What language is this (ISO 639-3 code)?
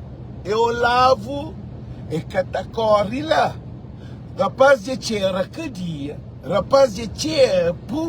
kea